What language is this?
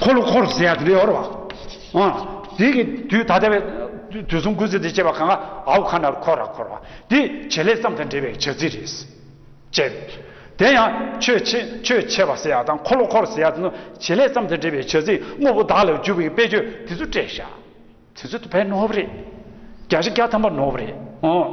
Tibetan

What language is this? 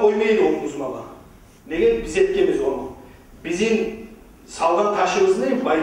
Kumyk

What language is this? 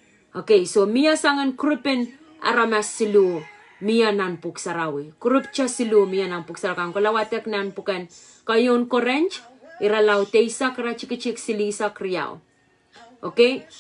Pohnpeian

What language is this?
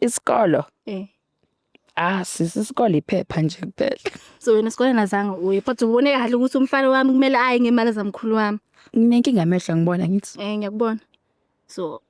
Zulu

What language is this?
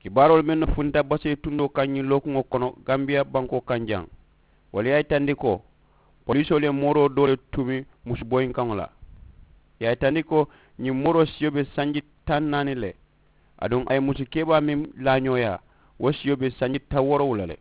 Mandingo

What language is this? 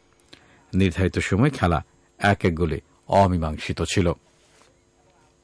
Bangla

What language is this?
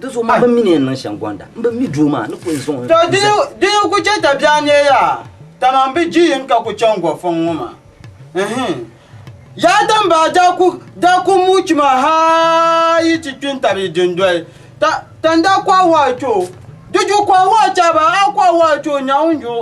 Dagbani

